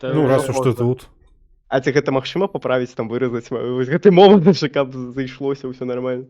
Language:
Belarusian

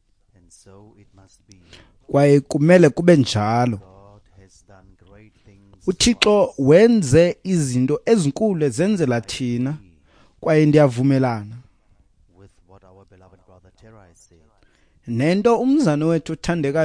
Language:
Xhosa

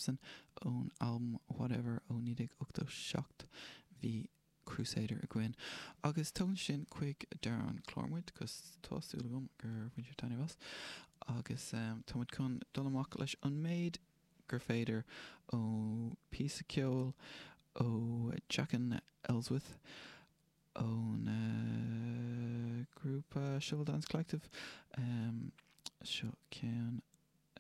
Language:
Irish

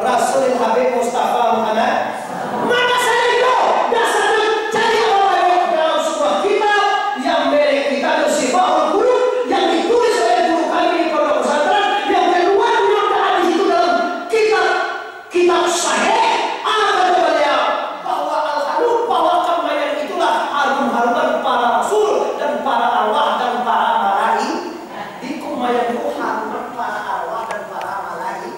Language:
Minangkabau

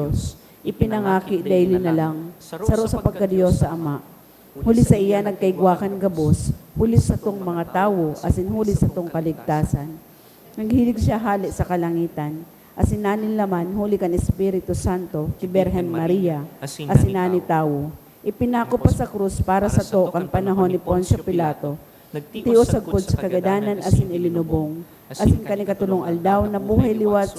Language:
Bikol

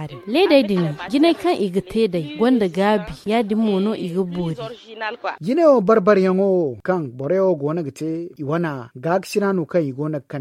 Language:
Zarma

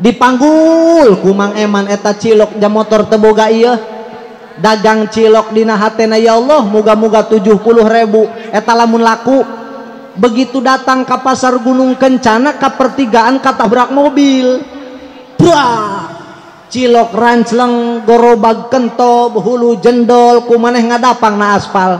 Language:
Sundanese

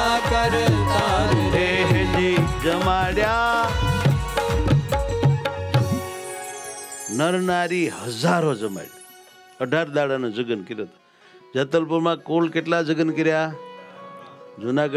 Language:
Gujarati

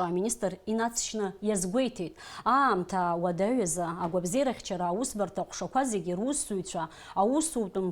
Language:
Abkhazian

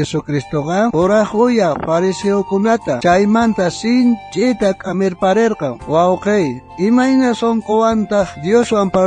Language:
South Bolivian Quechua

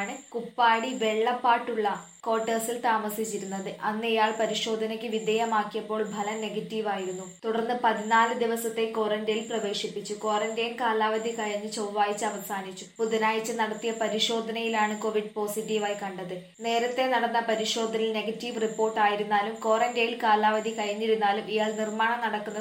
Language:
Malayalam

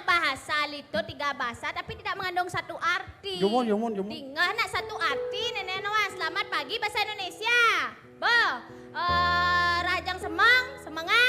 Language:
Balinese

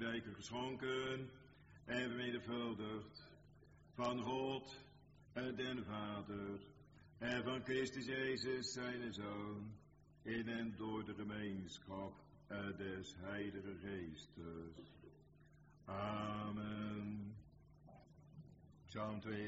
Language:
Dutch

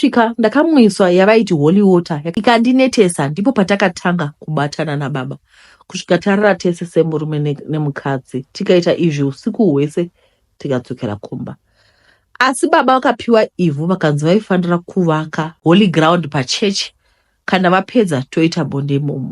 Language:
Shona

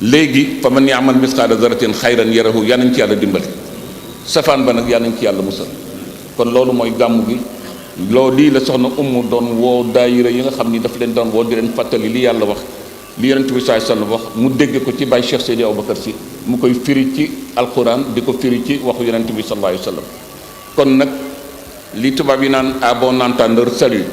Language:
Wolof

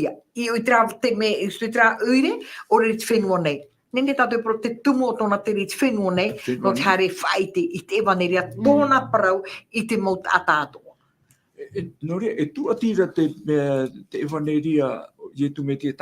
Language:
Tahitian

